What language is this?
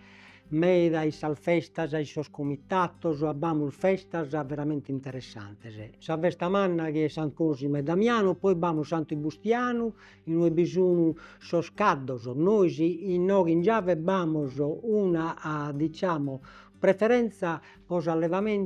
Sardinian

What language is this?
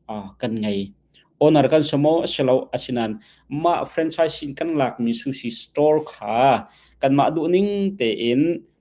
Hakha Chin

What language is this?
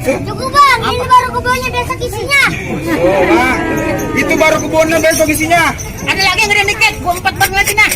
Betawi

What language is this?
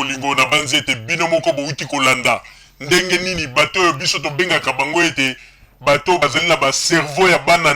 Lingala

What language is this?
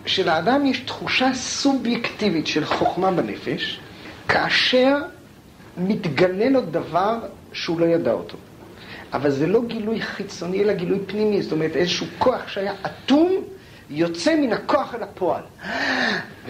Hebrew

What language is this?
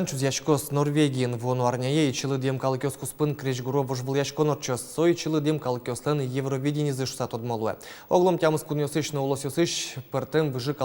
Udmurt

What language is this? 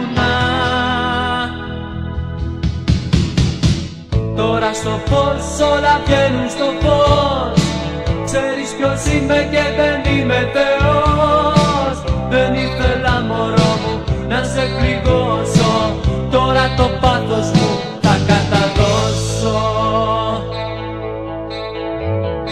Greek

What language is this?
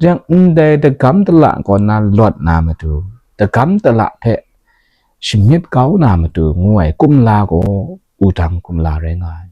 Kachin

